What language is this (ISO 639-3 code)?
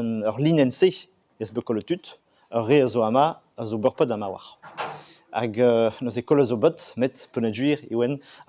bre